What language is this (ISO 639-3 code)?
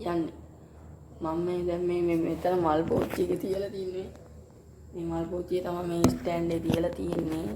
sin